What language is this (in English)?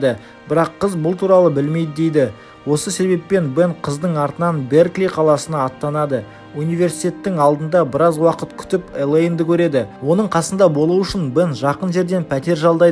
Kazakh